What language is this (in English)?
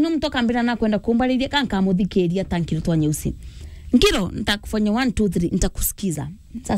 Meru